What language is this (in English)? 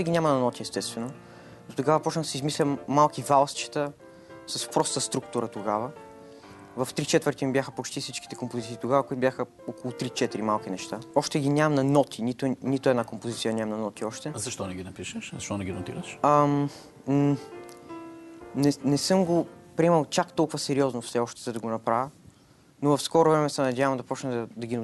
Bulgarian